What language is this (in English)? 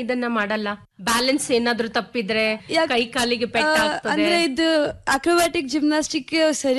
Kannada